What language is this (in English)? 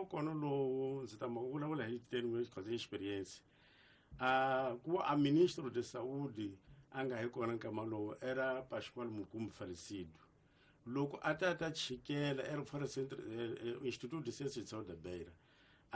Tsonga